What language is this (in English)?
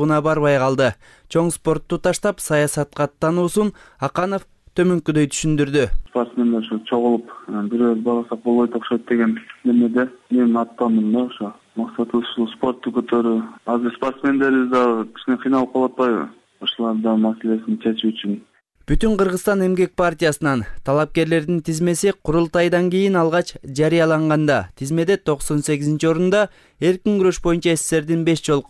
Kyrgyz